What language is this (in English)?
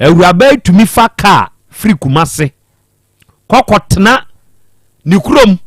Akan